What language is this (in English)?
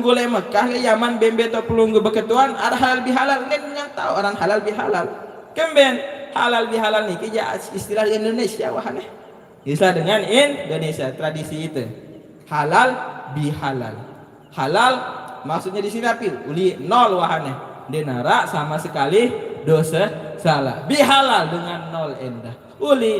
Sasak